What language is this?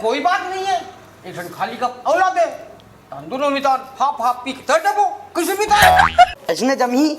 Chhattisgarhi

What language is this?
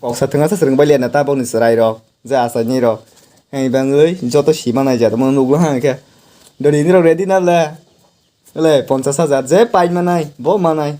Kok Borok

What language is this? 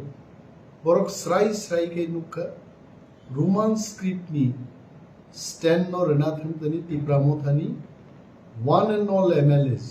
Kok Borok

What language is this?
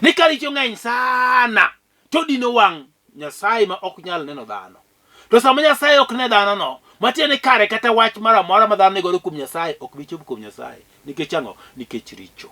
Luo (Kenya and Tanzania)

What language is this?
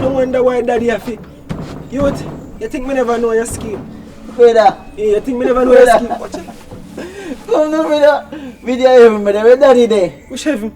Jamaican Creole English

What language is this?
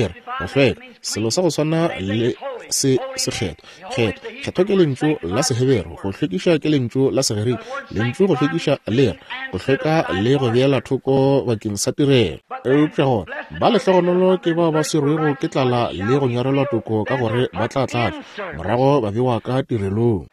Northern Sotho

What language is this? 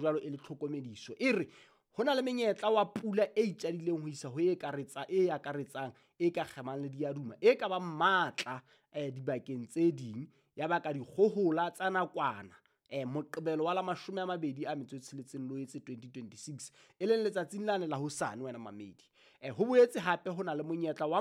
Southern Sotho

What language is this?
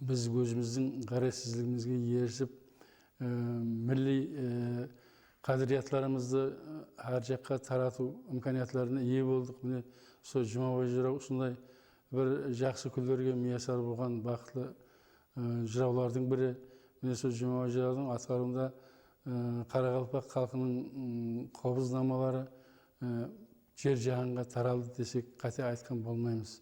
Kara-Kalpak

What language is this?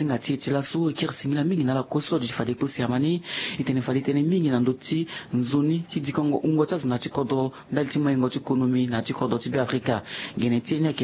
Sango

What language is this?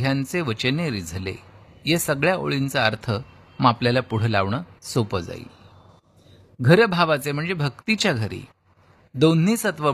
Marathi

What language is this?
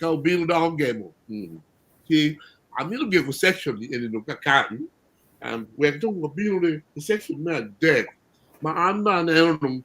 Acoli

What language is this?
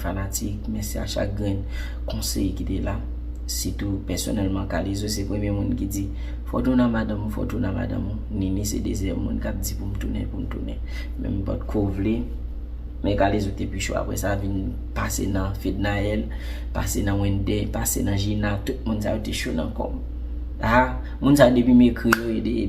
Haitian Creole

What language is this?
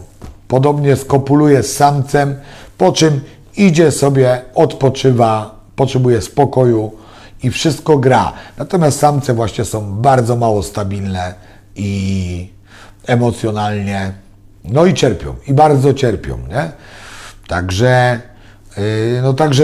Polish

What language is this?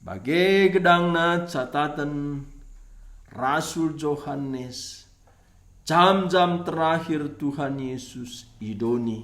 Batak Karo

